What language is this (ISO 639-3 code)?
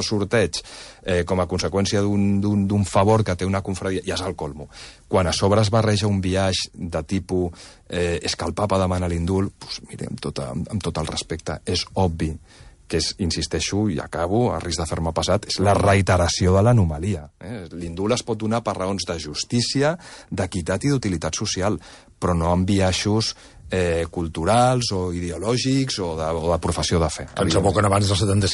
cat